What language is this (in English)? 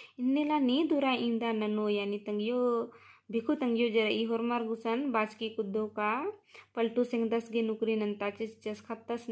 Kurukh